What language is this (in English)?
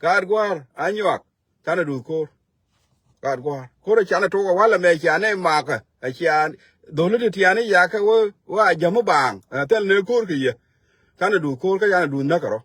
Nuer